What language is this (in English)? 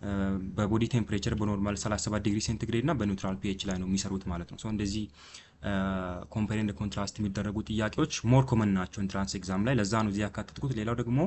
Amharic